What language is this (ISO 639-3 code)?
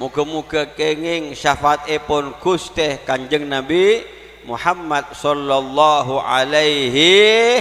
mad